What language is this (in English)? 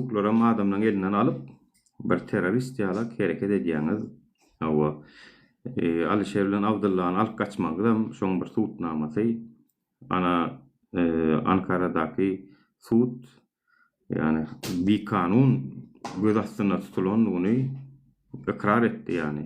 Turkmen